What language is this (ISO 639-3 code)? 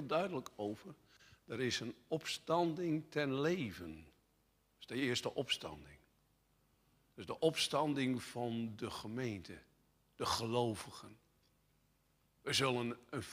nld